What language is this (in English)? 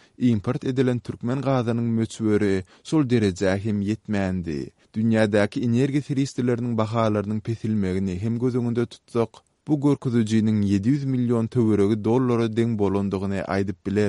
Turkmen